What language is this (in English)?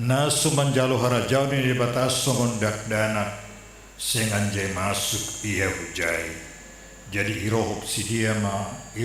Batak Simalungun